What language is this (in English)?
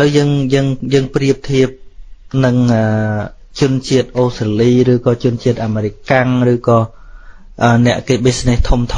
Khmer